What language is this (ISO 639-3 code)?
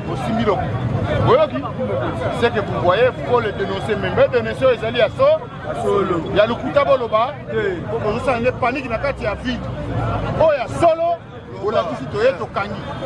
lin